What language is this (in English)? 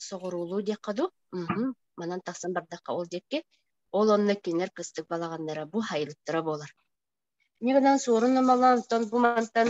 Yakut